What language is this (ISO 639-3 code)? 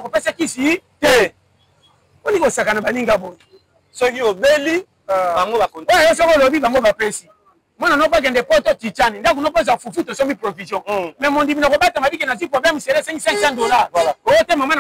lin